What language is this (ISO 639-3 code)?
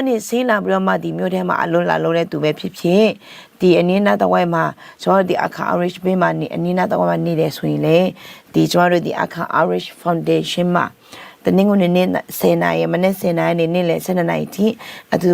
ahk